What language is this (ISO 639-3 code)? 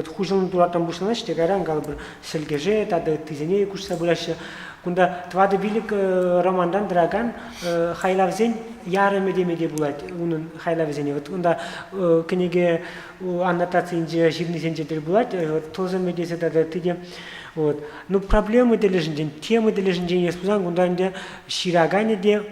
chv